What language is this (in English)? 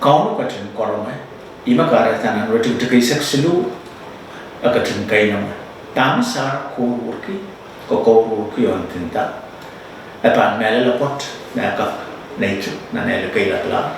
Pohnpeian